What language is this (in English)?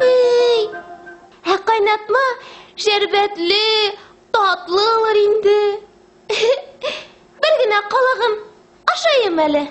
Bashkir